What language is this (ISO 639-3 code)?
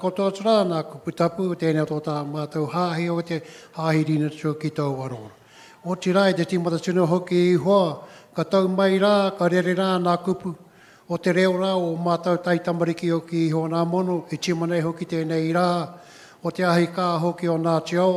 mri